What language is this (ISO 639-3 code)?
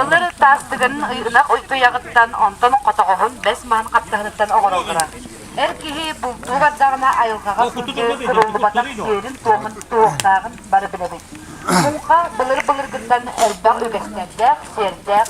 sah